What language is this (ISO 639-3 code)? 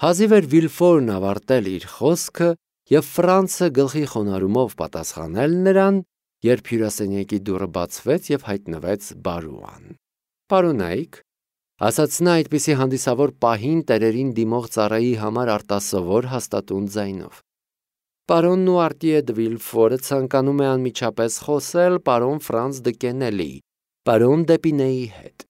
hye